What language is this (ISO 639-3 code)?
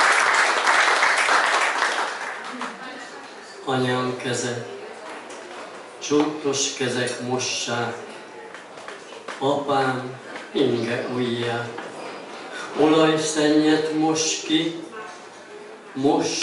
hun